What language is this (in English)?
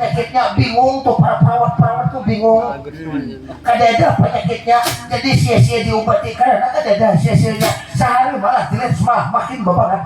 Banjar